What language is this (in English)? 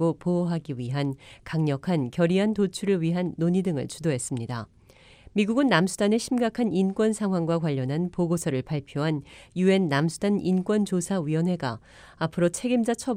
Korean